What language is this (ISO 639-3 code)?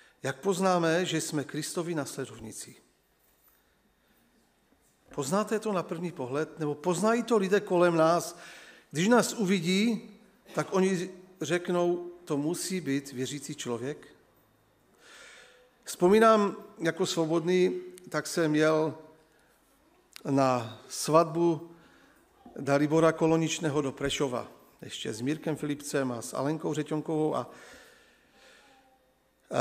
ces